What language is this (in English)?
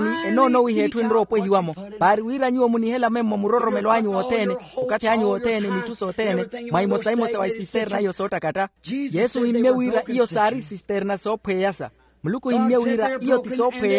Makhuwa